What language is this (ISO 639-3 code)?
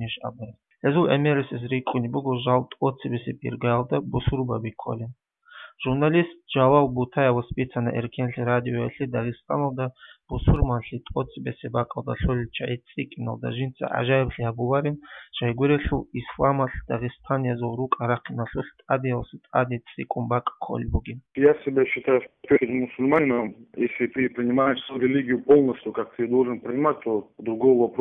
ava